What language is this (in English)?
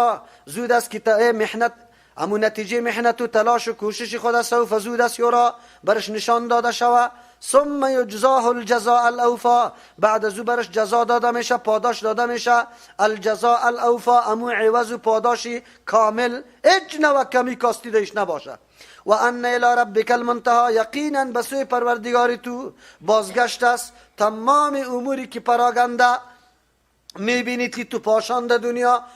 Persian